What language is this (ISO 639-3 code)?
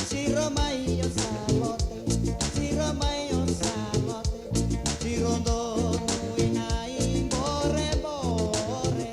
fij